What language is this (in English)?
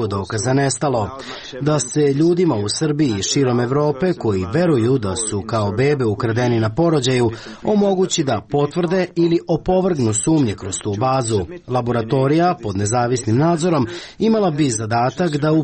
Serbian